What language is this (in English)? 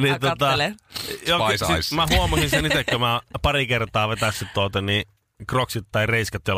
Finnish